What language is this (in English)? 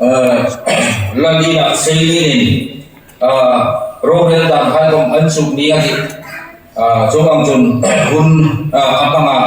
Hmar